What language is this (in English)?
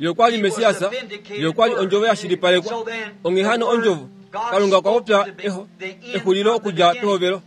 Kuanyama